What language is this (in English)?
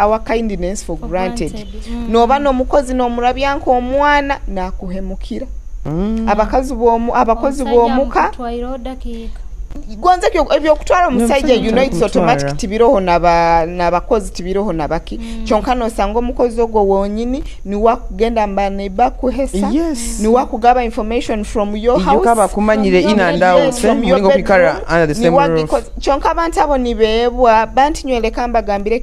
Nyoro